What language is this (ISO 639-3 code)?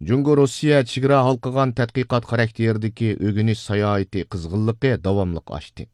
uig